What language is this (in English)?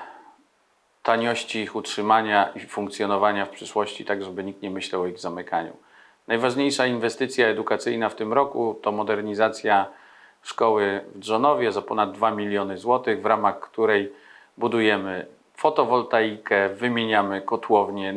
Polish